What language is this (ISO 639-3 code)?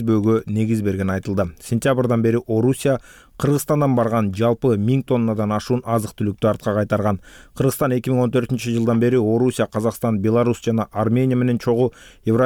kir